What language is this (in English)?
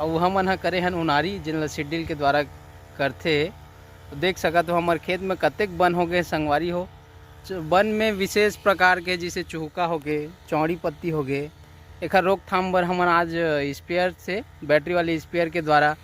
Chhattisgarhi